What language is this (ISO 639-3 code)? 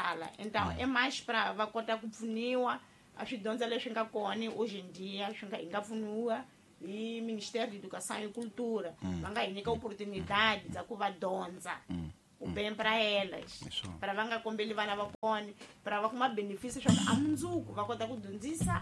tso